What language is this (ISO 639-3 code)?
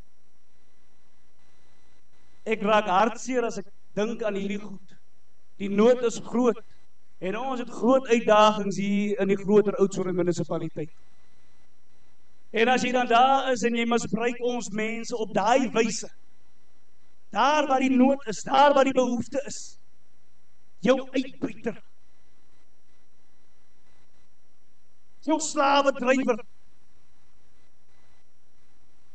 afr